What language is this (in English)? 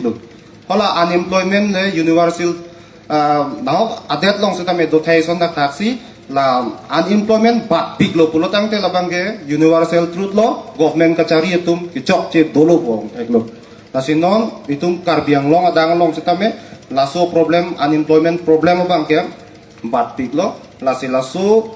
Karbi